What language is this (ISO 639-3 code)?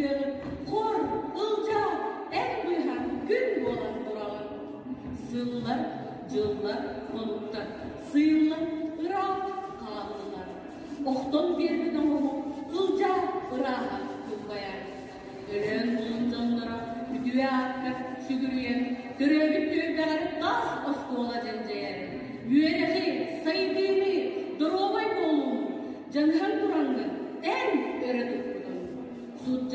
sah